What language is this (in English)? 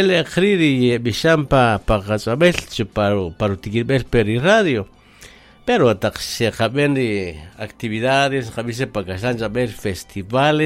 Kaqchikel